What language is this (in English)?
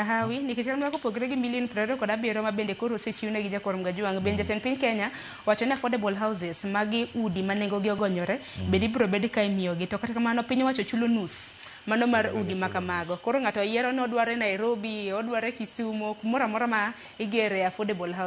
Luo (Kenya and Tanzania)